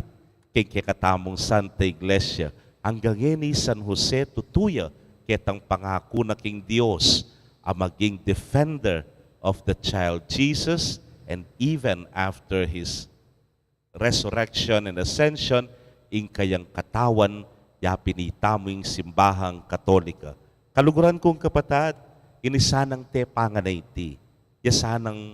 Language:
Pampanga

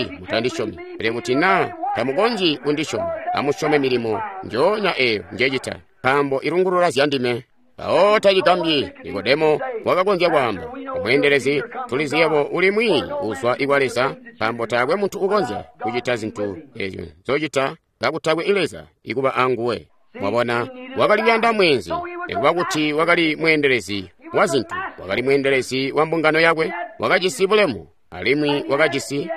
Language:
Tonga (Zambia)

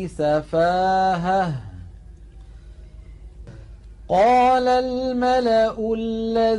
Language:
Arabic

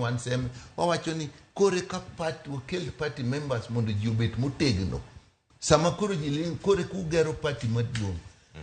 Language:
Luo (Kenya and Tanzania)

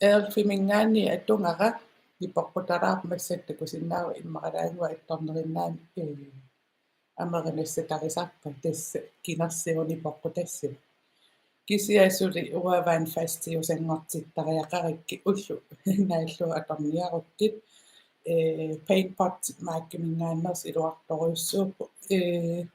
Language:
Kalaallisut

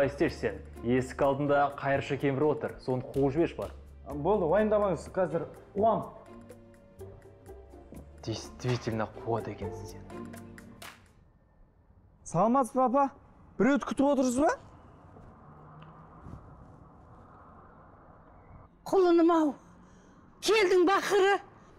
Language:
Kazakh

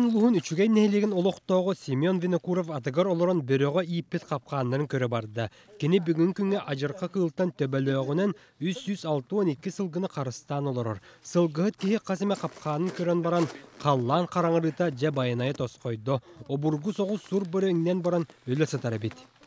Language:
Yakut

